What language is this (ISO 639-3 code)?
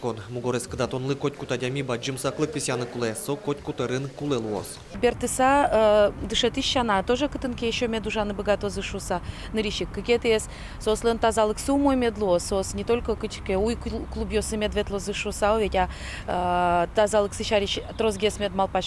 udm